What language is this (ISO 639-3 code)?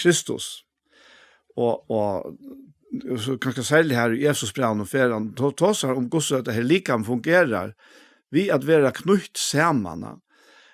fao